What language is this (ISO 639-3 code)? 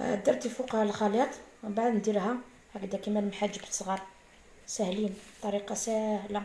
arq